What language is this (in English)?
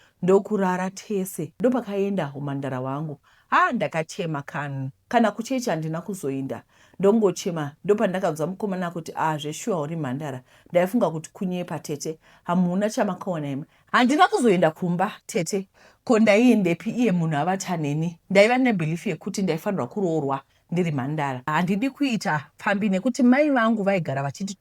Shona